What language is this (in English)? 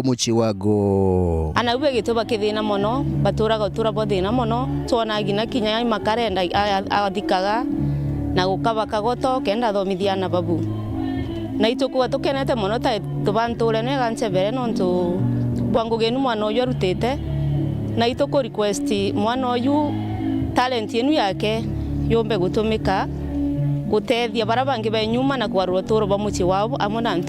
Meru